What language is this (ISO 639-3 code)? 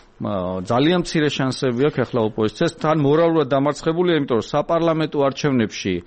kat